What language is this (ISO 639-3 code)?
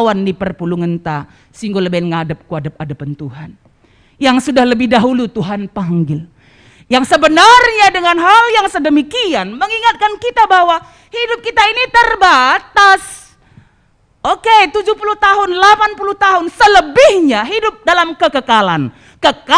btx